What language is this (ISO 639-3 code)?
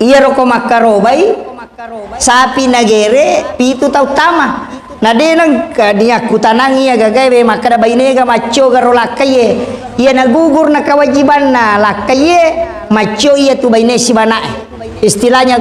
bug